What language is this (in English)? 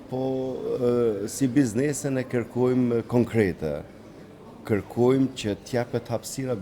Albanian